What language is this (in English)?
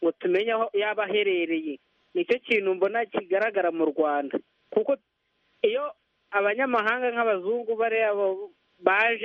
Kinyarwanda